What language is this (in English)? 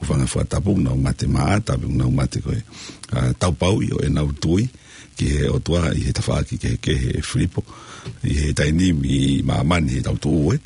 Tongan